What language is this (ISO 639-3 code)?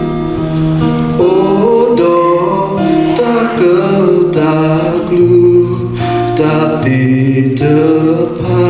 ksw